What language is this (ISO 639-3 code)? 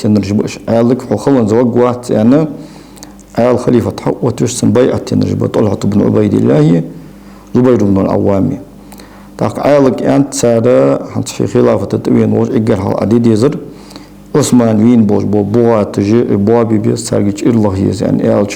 inh